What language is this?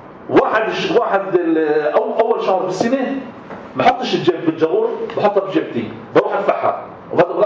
North Levantine Arabic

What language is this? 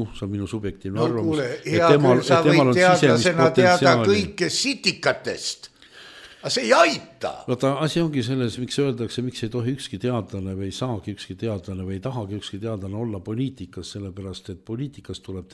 Estonian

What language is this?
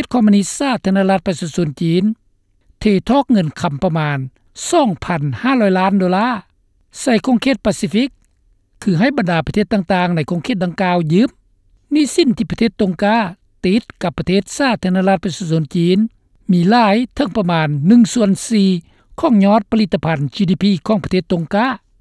Lao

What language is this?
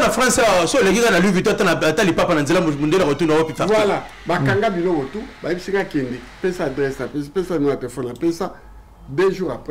Lingala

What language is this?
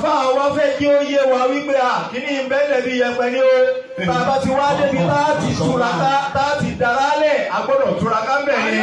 Yoruba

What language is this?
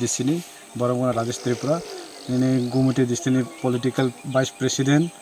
Kok Borok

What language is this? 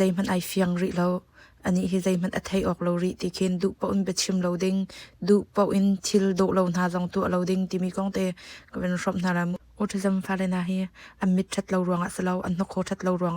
Hakha Chin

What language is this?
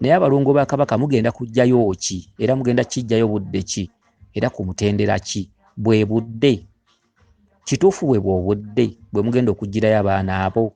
Ganda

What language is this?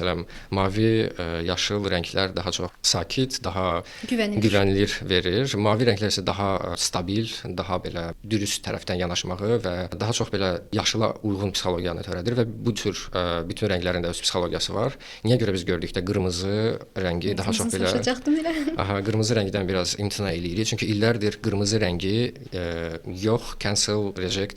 Azerbaijani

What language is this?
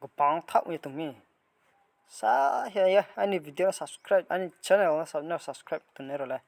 Riang (India)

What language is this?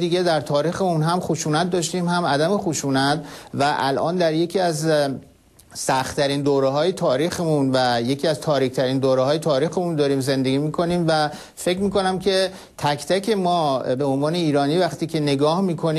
Persian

